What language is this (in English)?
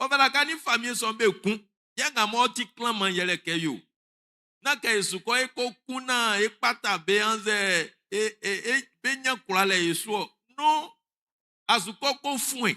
Baoulé